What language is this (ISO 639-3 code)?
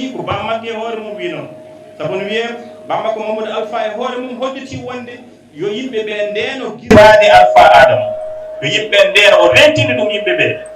ful